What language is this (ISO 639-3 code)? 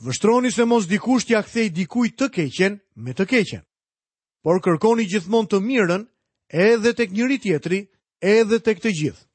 sqi